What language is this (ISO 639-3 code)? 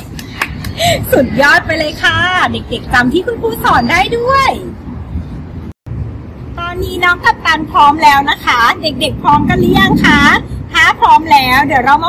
tha